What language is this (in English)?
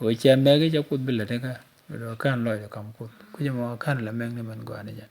Nuer